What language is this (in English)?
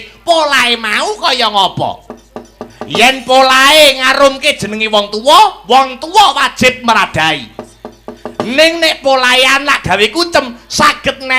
Javanese